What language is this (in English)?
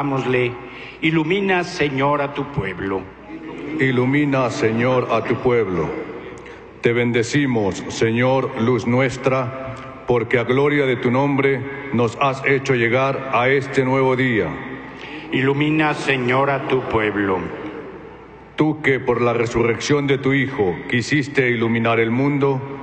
Spanish